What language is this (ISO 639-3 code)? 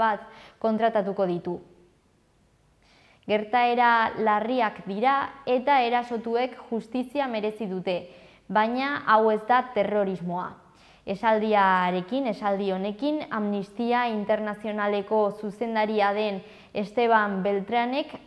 eus